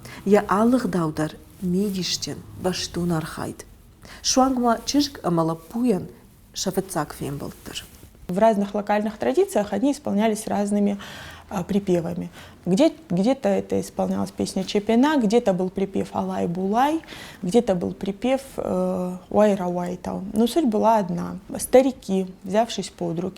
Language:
Ossetic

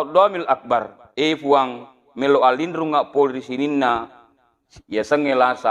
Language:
Buginese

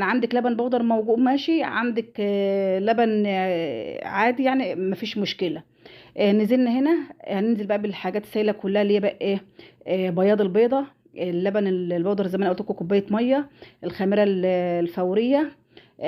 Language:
Egyptian Arabic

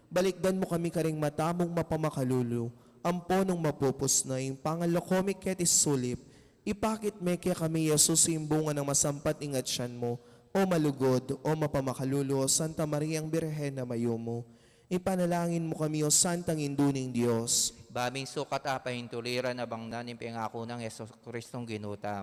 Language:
Pampanga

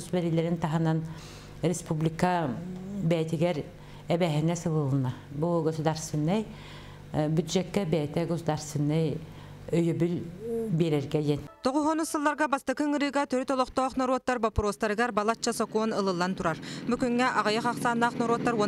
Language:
Yakut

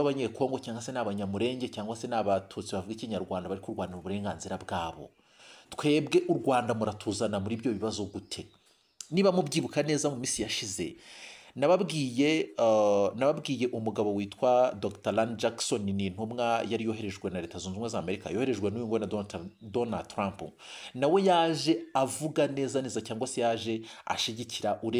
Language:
Kinyarwanda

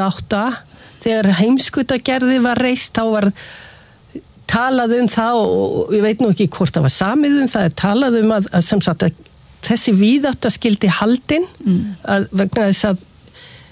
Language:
Icelandic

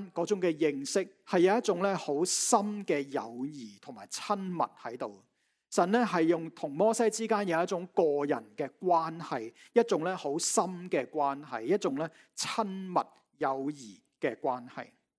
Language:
Cantonese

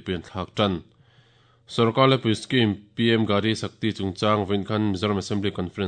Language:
Mizo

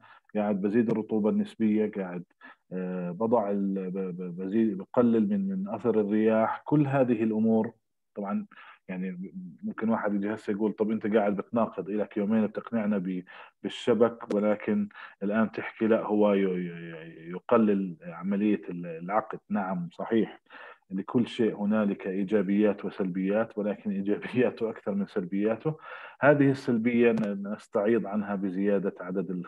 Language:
South Levantine Arabic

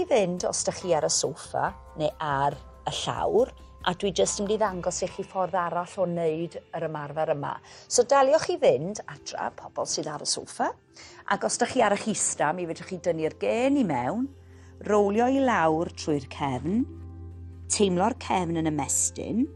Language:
Welsh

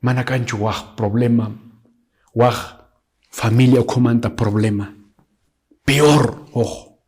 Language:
Quechua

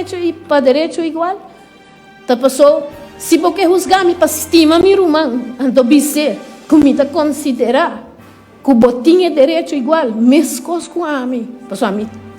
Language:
Papiamento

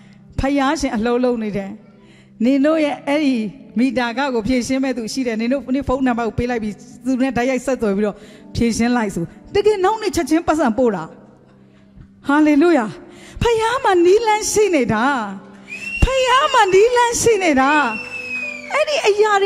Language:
Burmese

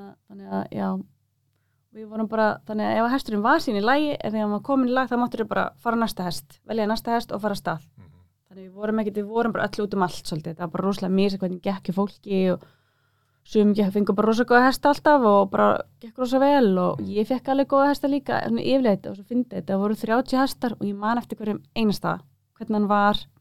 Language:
Icelandic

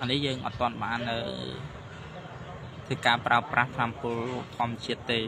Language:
Khmer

